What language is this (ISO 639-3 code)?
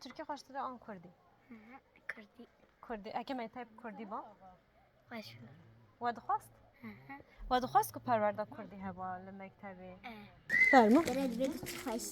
kur